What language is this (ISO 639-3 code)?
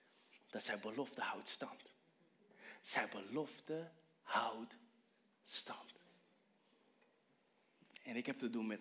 nld